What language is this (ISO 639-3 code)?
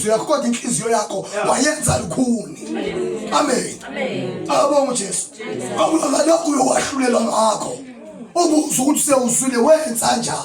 zul